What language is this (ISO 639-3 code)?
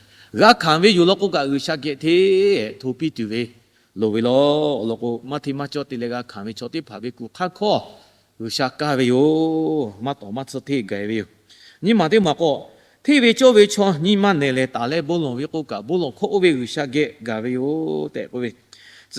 lhu